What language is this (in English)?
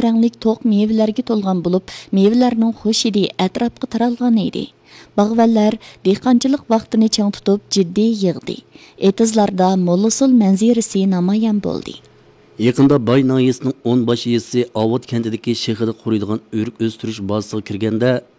Uyghur